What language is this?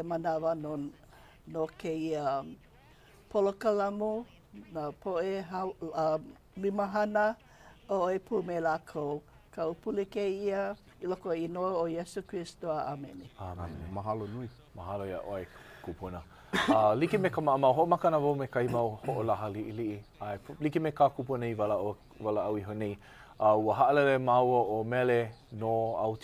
Hawaiian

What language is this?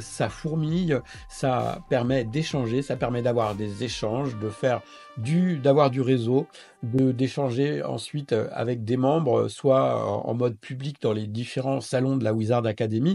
French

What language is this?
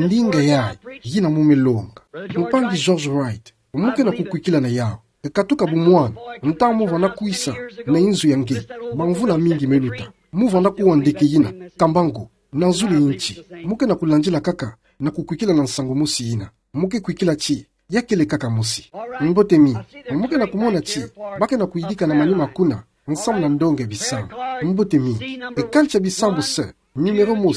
Kituba (Democratic Republic of Congo)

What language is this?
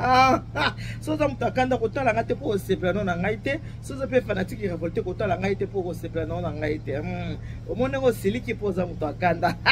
Lingala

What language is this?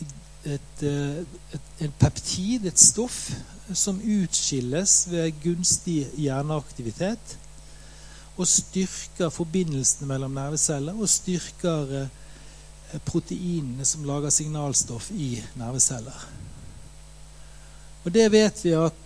Norwegian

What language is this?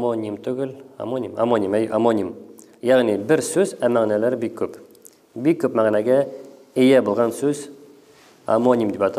Tatar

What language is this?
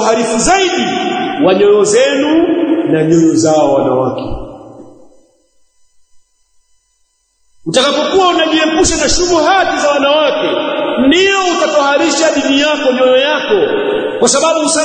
Swahili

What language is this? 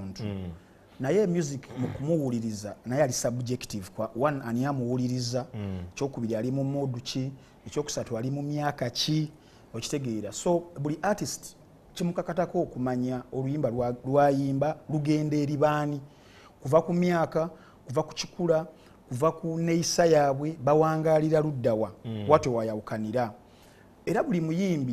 Ganda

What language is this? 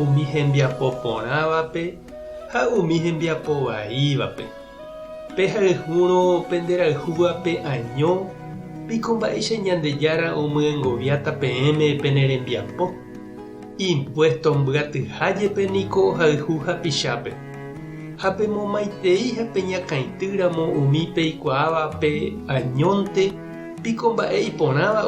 Guarani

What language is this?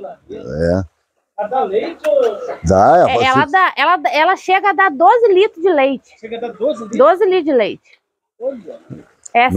Portuguese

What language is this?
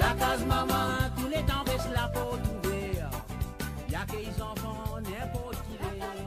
Morisyen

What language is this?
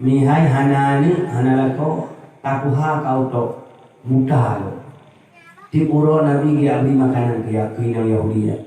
Achinese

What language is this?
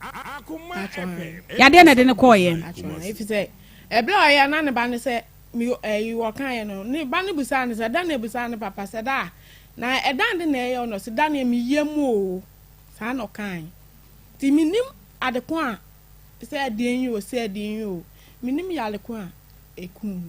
Akan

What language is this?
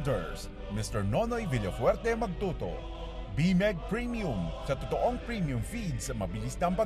Bikol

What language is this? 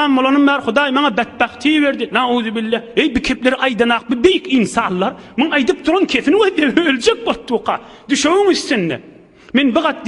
Turkmen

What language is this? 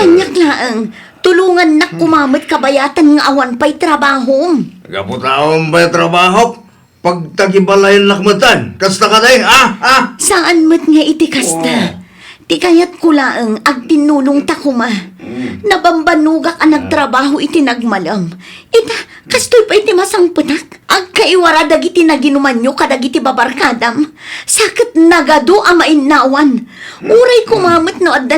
Iloko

